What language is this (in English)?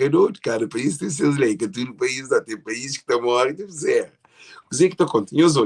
Kabuverdianu